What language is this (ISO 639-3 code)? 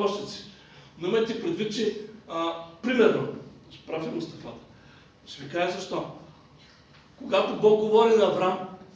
bul